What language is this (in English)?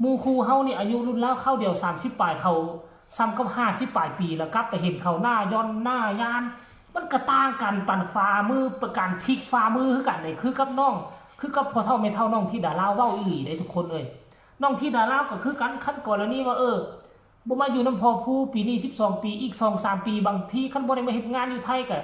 Lao